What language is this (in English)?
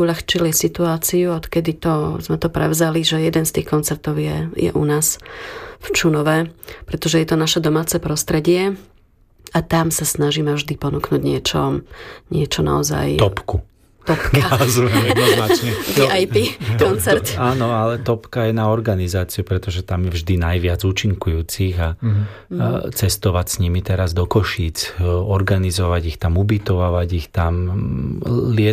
Slovak